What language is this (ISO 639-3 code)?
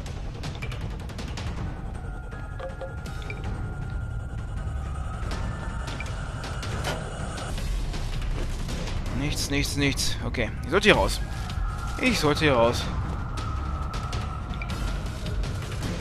deu